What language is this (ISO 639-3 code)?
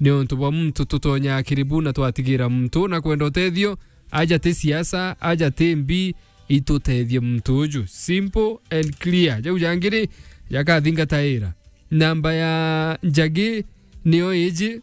mer